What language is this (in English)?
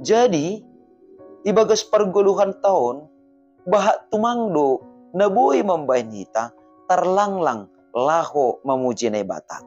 Batak Simalungun